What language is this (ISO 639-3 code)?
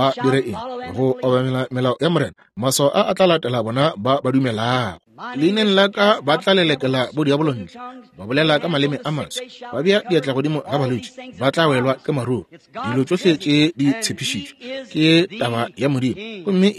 nso